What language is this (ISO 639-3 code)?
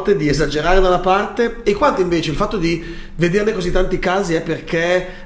ita